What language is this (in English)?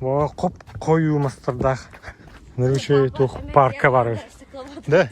Yakut